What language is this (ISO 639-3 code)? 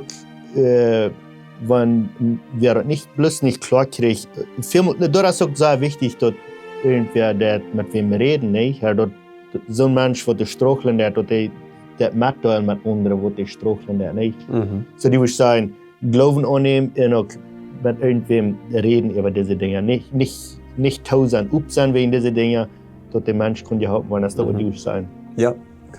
pdt